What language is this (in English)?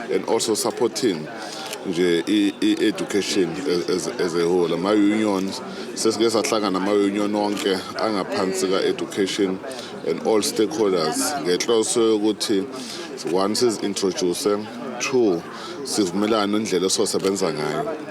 Zulu